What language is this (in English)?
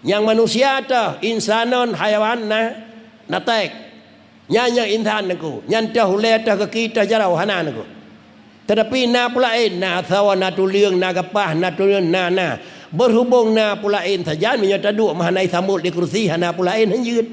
Achinese